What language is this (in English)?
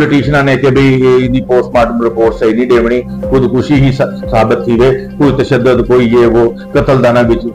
Saraiki